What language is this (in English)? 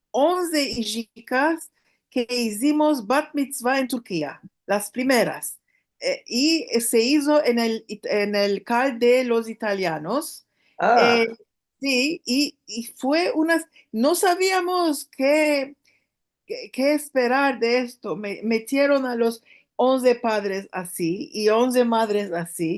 Ladino